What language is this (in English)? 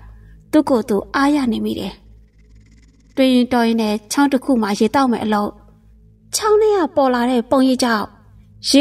Burmese